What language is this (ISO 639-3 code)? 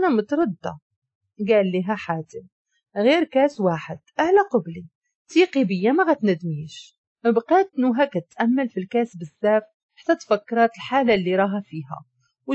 ary